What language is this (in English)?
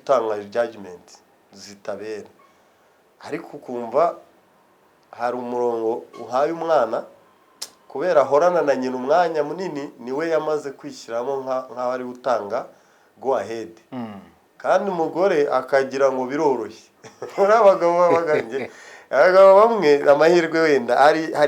Kinyarwanda